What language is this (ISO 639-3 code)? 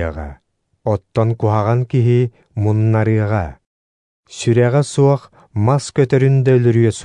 sah